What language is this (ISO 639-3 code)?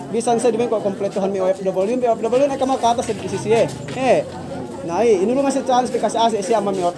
yka